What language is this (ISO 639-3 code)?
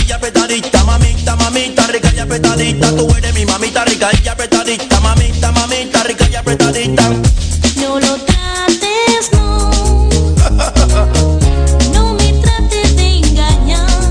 spa